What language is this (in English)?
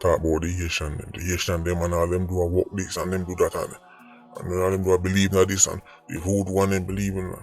Jamaican Creole English